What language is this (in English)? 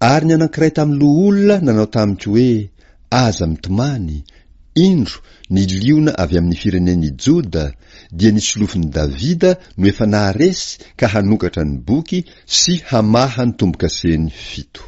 Malagasy